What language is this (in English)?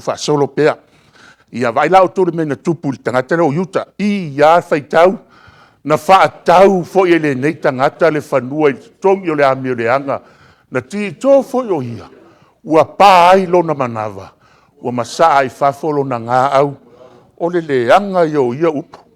Samoan